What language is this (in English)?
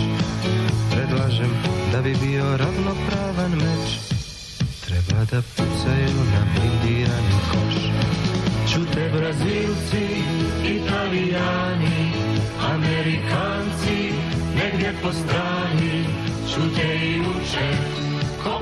Serbian